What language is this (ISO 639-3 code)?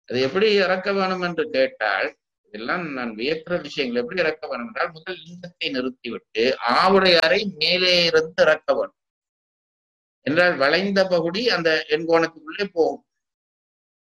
tam